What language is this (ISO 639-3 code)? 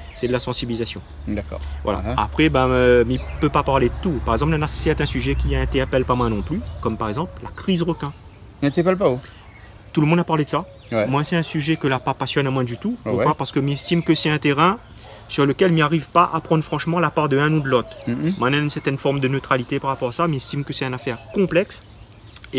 rcf